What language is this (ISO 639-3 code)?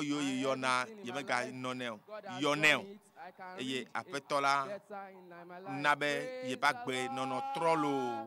ewe